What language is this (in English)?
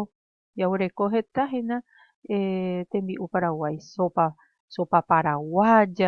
Guarani